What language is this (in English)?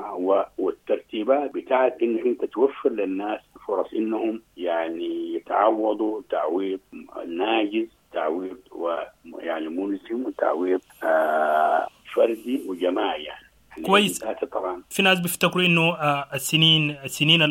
Sudanese Arabic